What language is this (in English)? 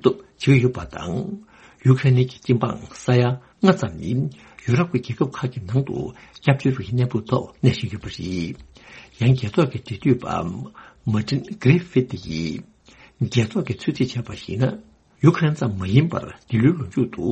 Tibetan